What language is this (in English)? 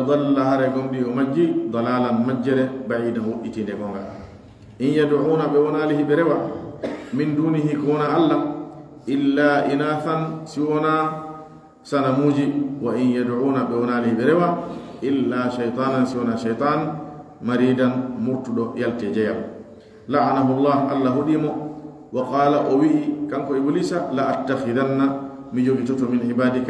Pular